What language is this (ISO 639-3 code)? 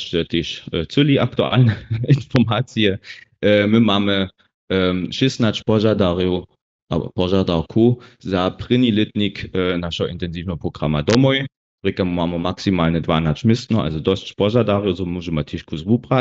hsb